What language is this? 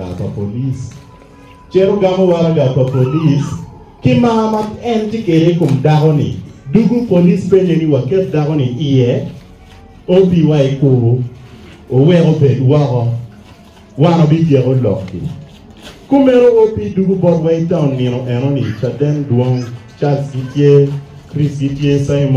Acoli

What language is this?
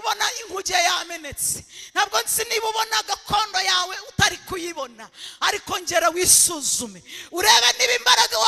Kinyarwanda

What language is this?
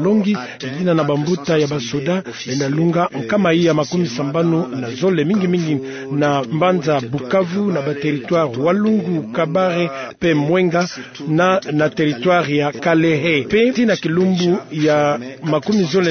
Kituba (Democratic Republic of Congo)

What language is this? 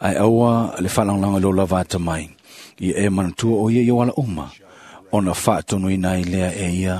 Samoan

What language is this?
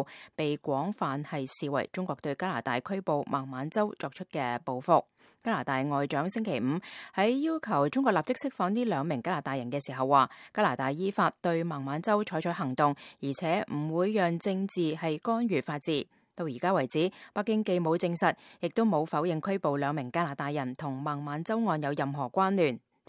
Cantonese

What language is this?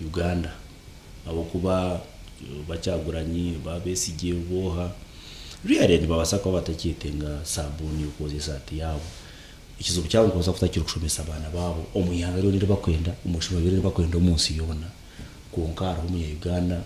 Nyankole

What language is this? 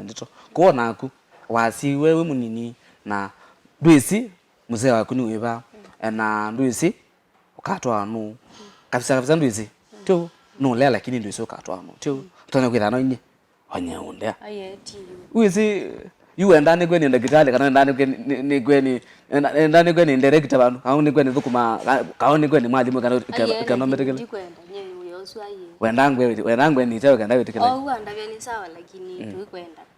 Kamba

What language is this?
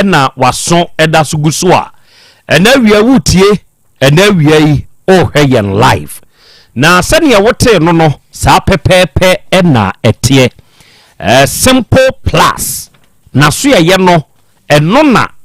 Akan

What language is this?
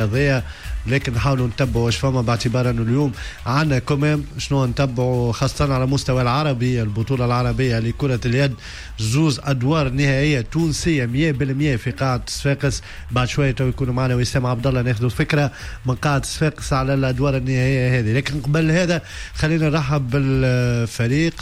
Tunisian Arabic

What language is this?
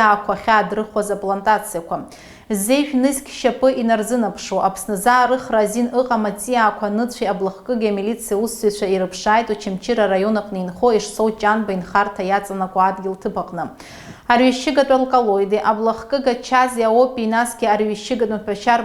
Abkhazian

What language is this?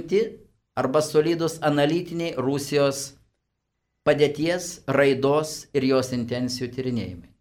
Lithuanian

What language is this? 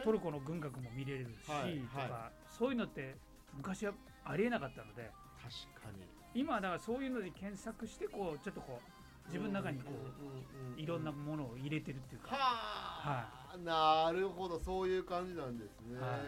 Japanese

